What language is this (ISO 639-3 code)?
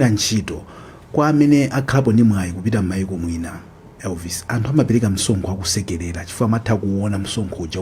nya